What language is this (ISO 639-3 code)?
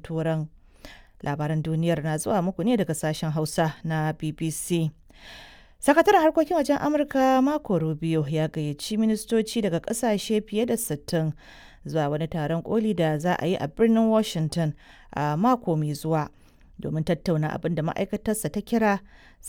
hau